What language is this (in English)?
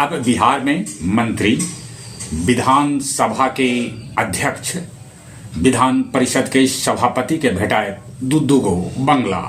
Magahi